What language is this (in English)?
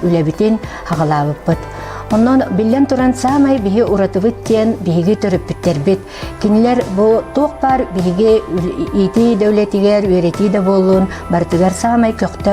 Yakut